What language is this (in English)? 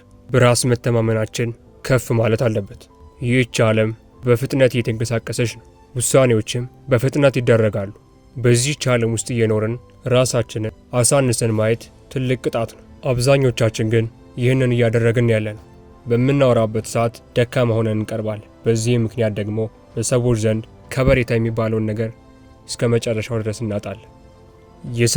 Amharic